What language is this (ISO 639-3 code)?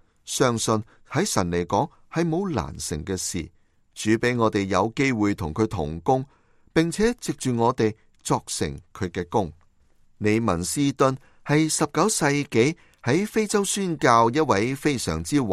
yue